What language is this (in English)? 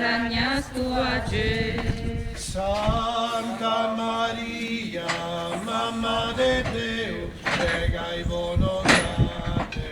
Sardinian